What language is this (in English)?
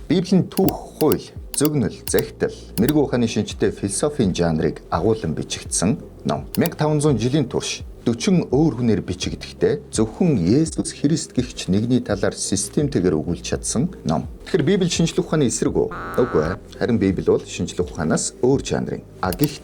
Mongolian